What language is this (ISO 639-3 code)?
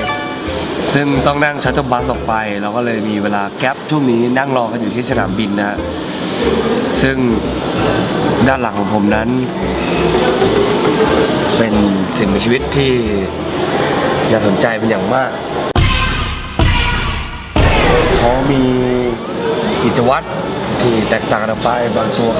tha